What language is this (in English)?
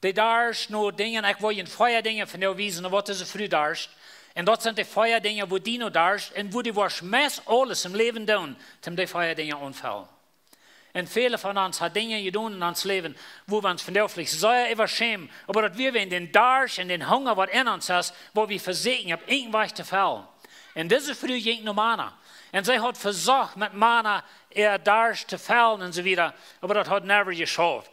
Plautdietsch